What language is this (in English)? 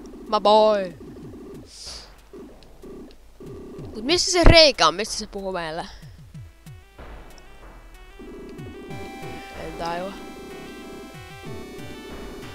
Finnish